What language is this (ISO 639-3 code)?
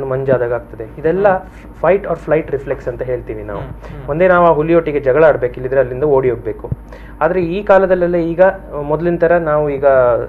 kan